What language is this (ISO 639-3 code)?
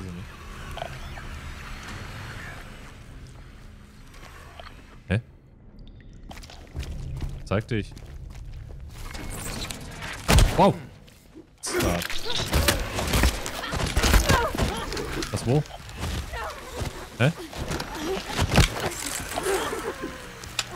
deu